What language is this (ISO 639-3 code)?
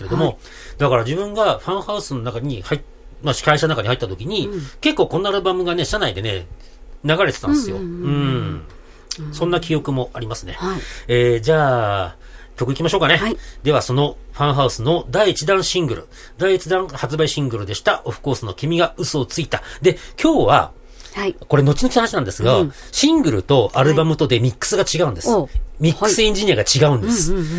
jpn